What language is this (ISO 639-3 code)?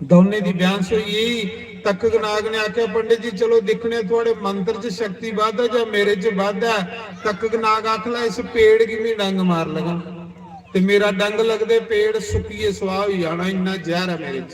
doi